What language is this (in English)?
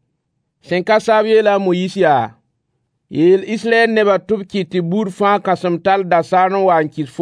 Mossi